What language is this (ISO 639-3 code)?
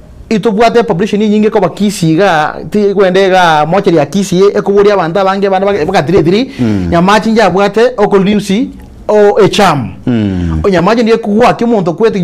guz